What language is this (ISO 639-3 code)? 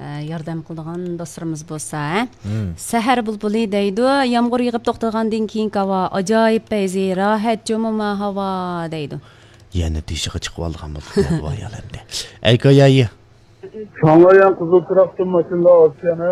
uig